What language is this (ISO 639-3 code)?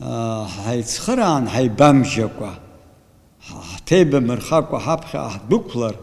abk